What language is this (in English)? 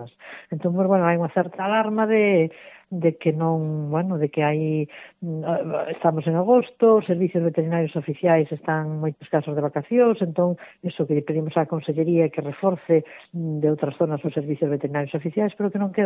Galician